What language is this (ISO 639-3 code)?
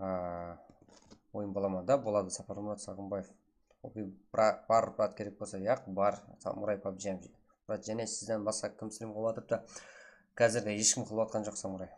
kaa